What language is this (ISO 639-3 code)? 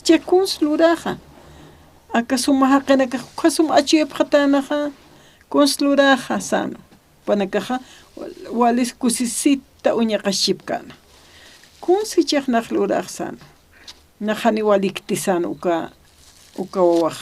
aym